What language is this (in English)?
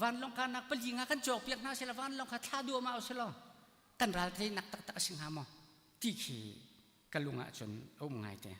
Hakha Chin